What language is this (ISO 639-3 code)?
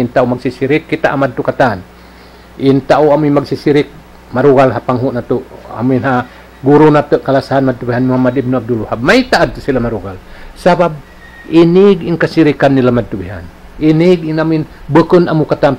tsg